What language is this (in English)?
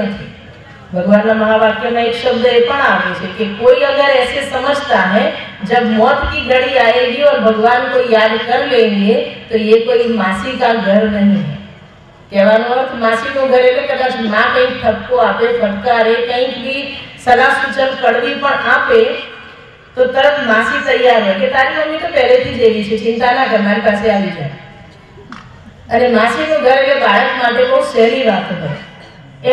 Gujarati